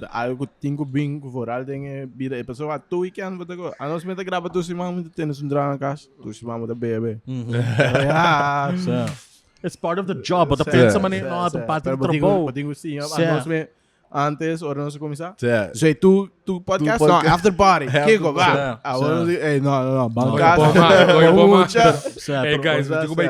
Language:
Papiamento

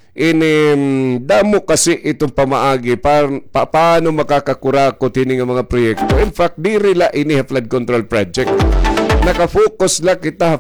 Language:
Waray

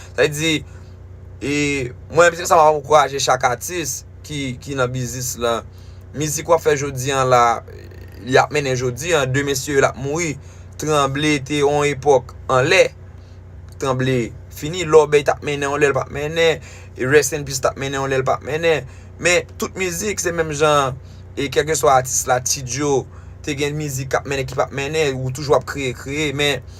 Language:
Haitian Creole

